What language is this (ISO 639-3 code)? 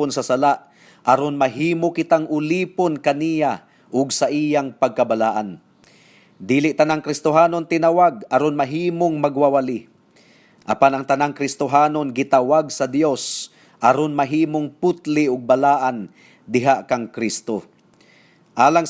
ceb